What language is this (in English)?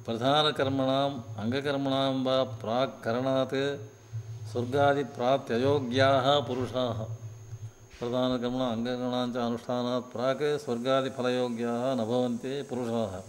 Sanskrit